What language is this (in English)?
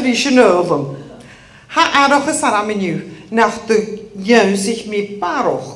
Scottish Gaelic